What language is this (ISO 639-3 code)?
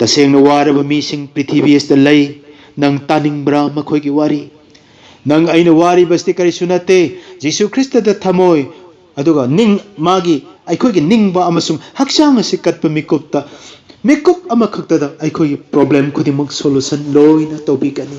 mni